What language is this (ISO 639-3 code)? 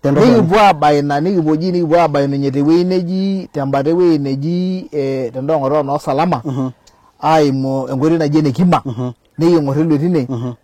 mas